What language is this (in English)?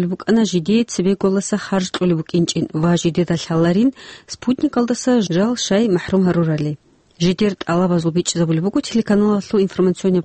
Avaric